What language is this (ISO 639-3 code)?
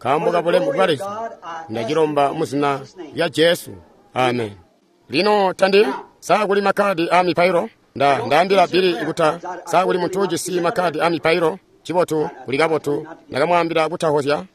toi